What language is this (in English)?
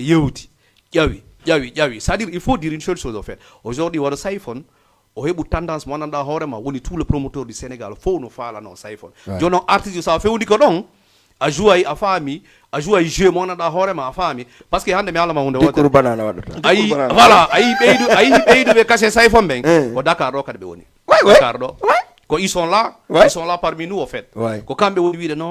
Fula